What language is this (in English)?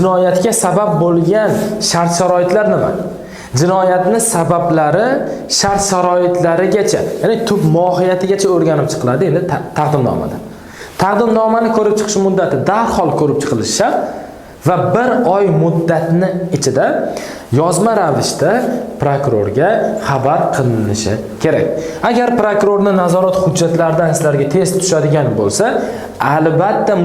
Uzbek